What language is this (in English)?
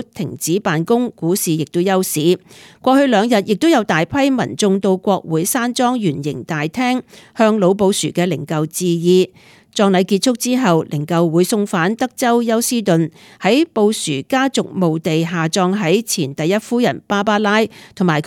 Cantonese